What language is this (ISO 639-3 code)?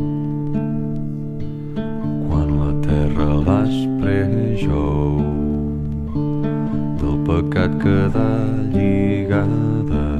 cat